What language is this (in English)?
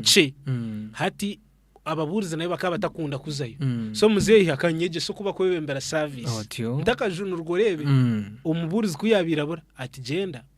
Nyankole